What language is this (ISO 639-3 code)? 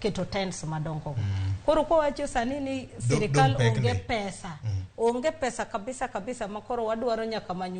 luo